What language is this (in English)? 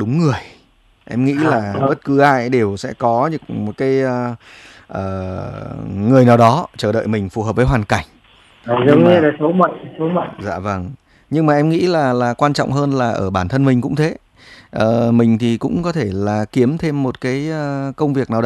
Vietnamese